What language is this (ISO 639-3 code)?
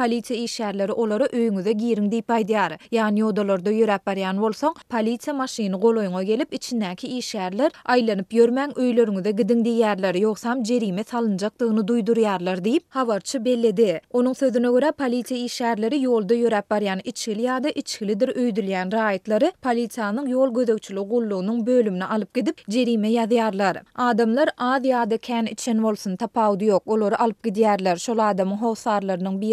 tuk